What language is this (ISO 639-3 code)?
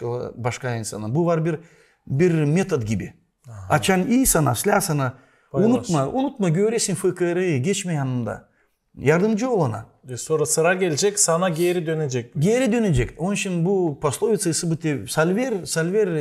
gag